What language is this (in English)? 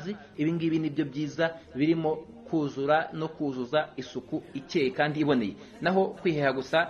Kinyarwanda